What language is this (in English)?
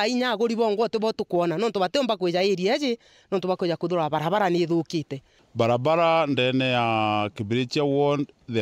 Meru